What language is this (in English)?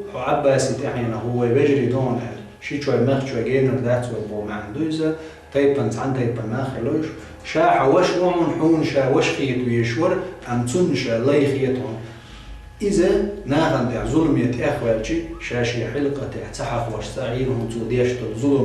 Chechen